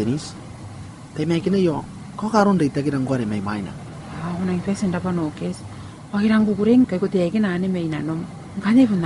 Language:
Gilbertese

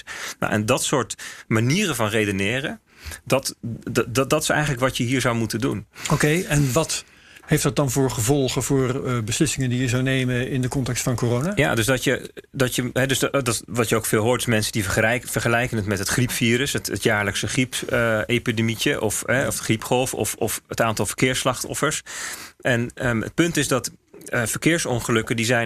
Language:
Dutch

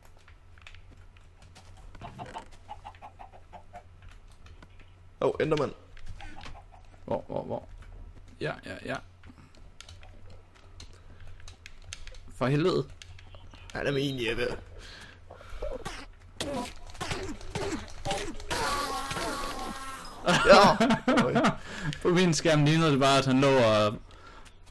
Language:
Danish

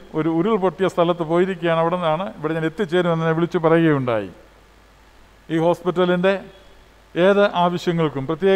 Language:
Malayalam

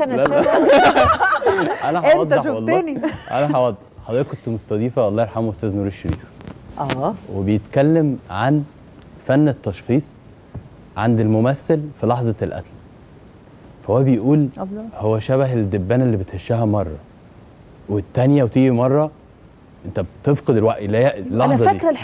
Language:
Egyptian Arabic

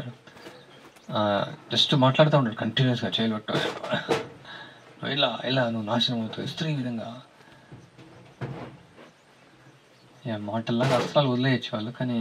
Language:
Telugu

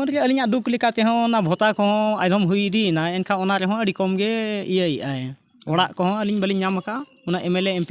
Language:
Santali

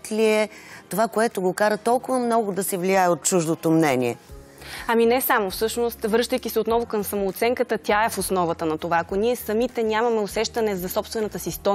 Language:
Bulgarian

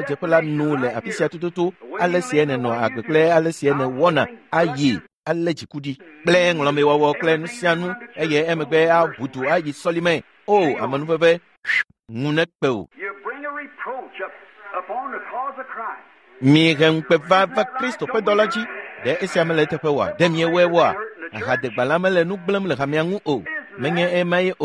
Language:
Ewe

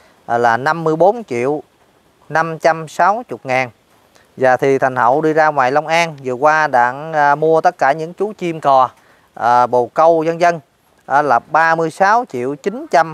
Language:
Vietnamese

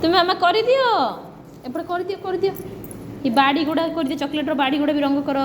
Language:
Odia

